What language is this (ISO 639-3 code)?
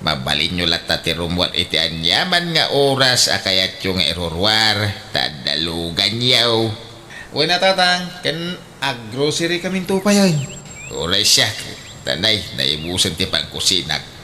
ilo